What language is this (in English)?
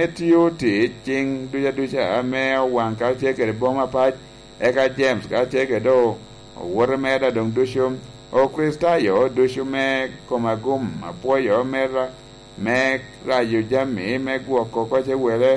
Lango (Uganda)